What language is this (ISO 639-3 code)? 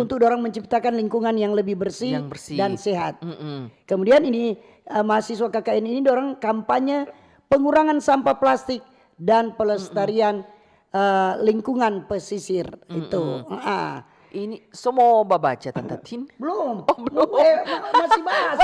xmm